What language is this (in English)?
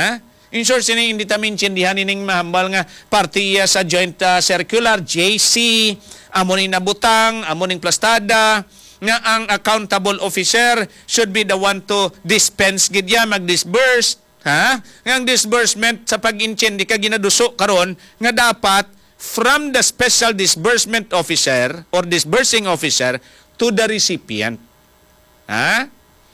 Hiligaynon